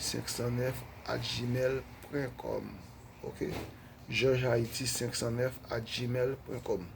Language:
Haitian Creole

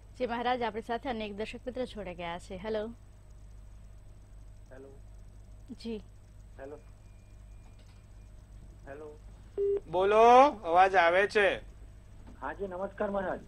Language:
Gujarati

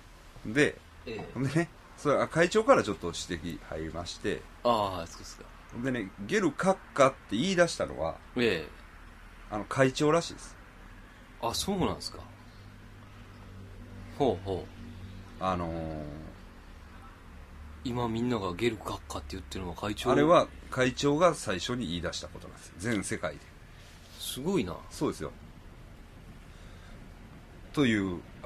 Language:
Japanese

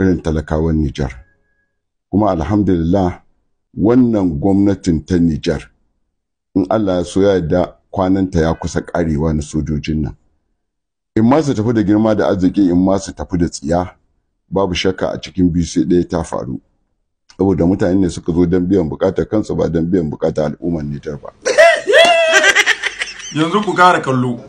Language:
Hausa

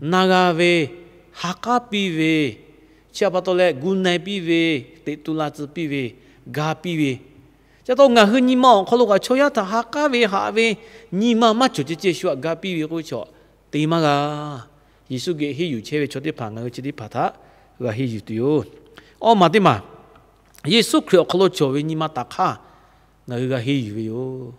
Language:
Lahu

